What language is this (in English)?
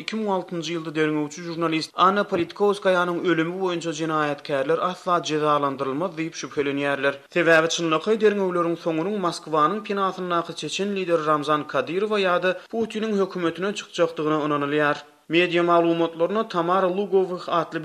Turkmen